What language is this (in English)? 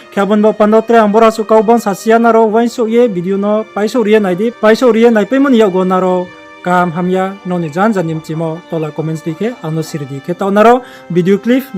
Riang (India)